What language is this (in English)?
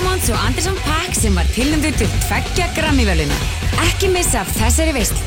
Icelandic